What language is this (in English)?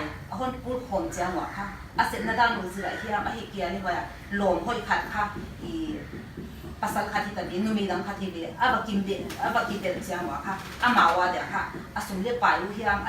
Paite Chin